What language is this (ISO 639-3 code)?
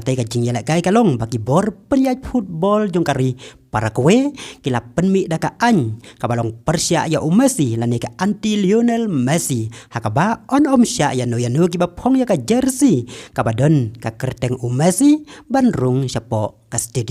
kha